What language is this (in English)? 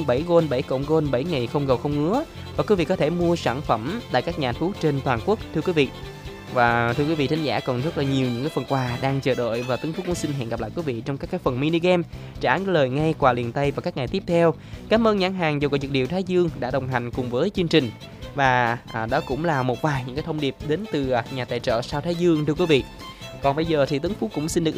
Vietnamese